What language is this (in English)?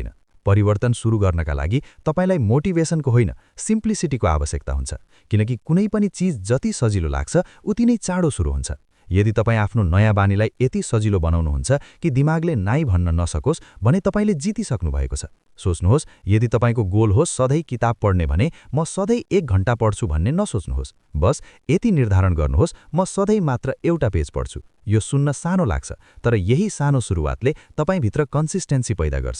Nepali